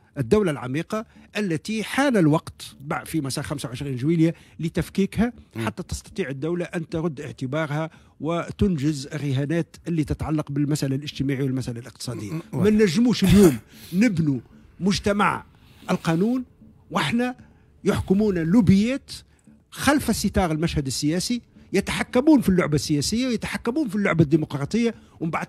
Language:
Tunisian Arabic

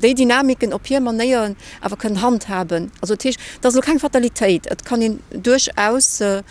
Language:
Luxembourgish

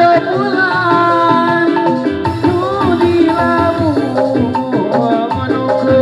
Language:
Sundanese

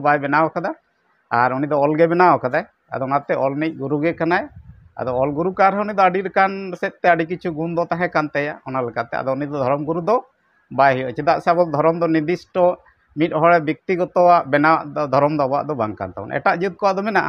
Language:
Santali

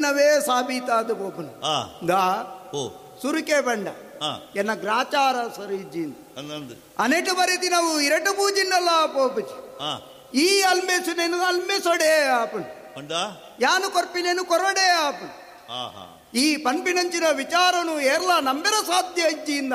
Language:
Tulu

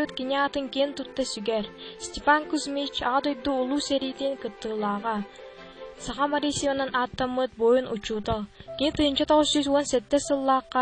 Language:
Yakut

